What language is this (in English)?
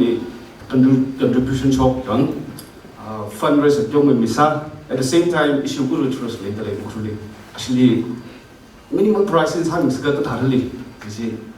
Tangkhul Naga (India)